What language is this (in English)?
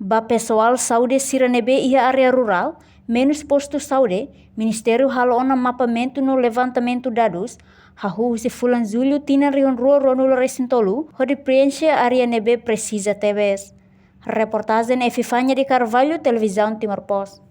Tetum